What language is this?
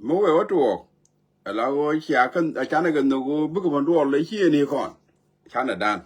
Nuer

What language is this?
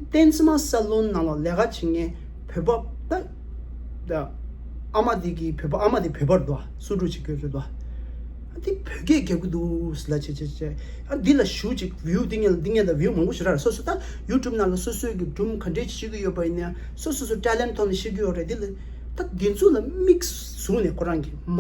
Tibetan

